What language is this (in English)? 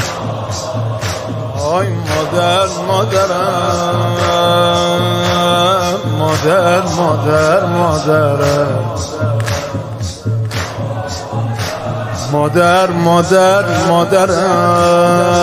Persian